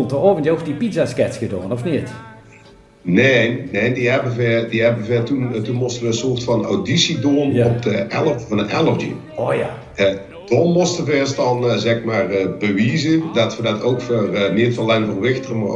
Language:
Limburgish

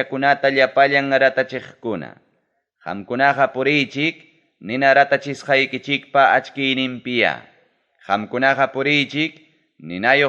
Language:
Ayacucho Quechua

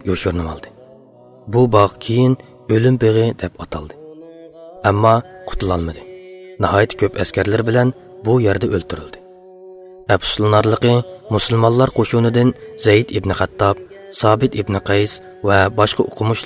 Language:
Uyghur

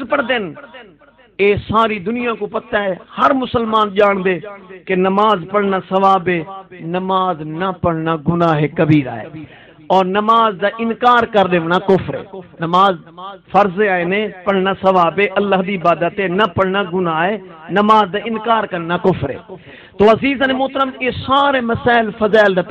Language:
Saraiki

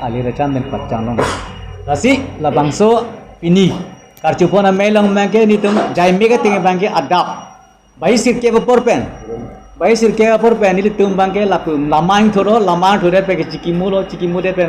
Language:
Karbi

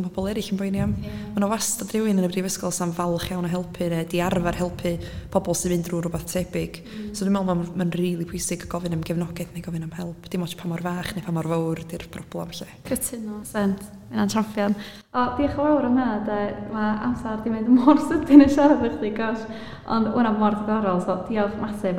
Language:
Welsh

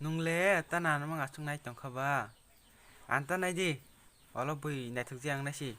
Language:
Kok Borok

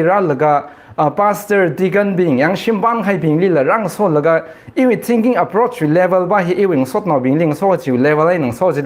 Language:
Tangkhul Naga (India)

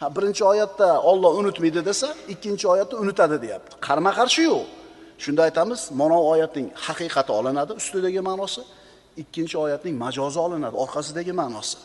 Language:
Uzbek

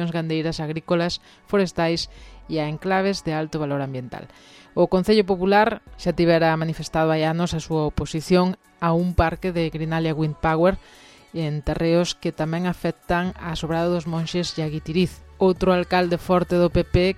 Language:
Galician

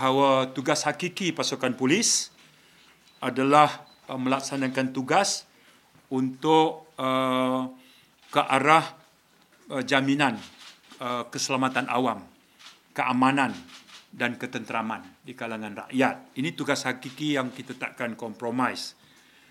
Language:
Malay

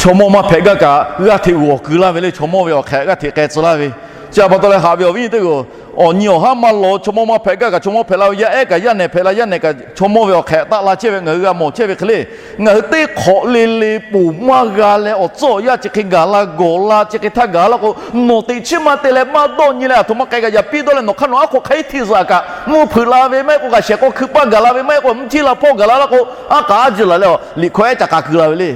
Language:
Lahu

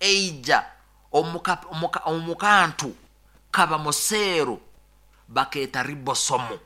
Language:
Nyoro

